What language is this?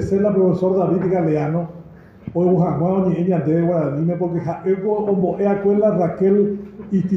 Guarani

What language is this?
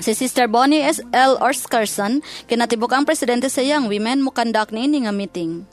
Cebuano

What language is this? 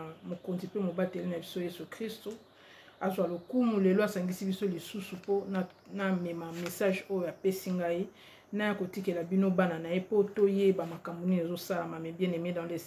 Lingala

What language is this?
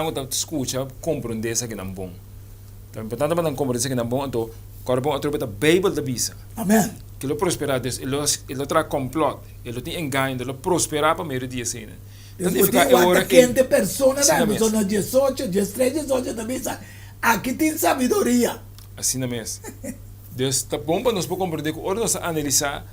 Papiamento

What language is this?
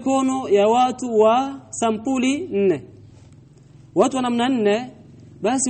Swahili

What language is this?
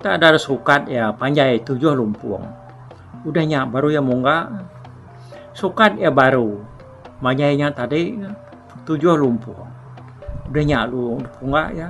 Iban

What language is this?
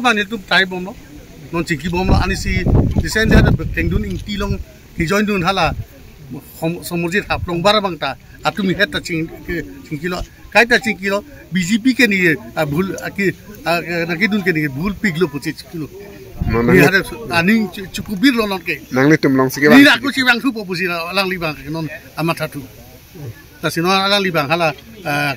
Karbi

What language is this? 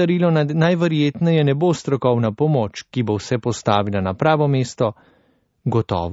Slovenian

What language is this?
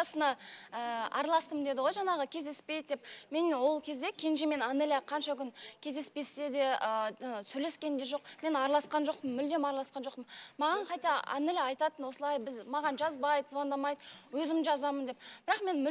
Kazakh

